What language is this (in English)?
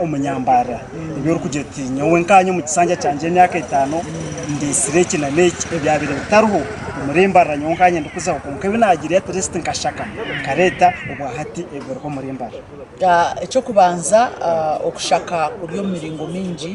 Nyankole